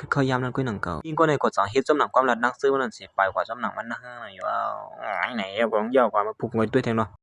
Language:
Shan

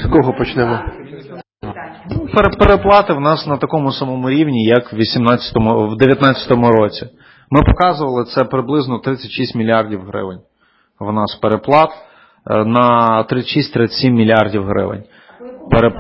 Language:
Ukrainian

